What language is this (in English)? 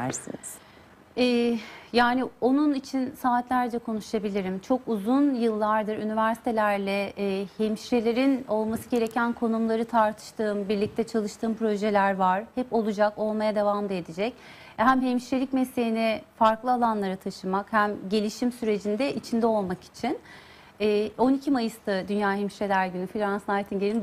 Turkish